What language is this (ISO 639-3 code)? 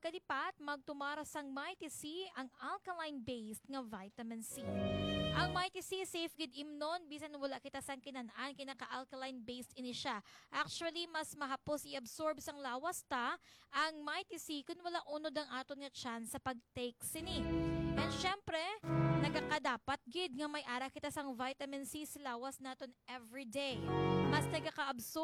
hil